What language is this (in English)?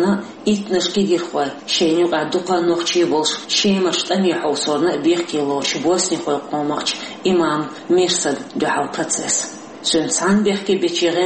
Chechen